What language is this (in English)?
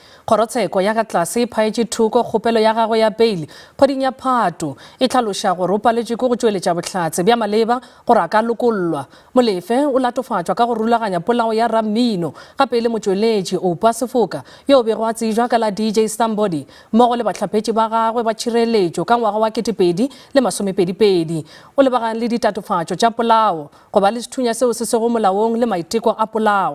Northern Sotho